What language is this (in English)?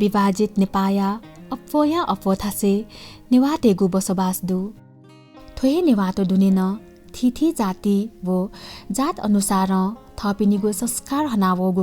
Newari